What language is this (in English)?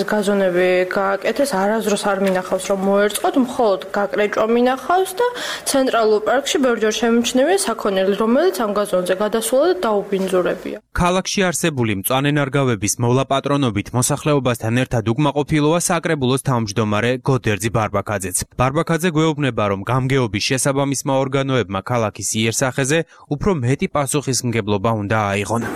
Georgian